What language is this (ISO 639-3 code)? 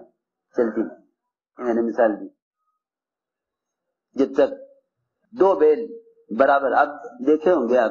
urd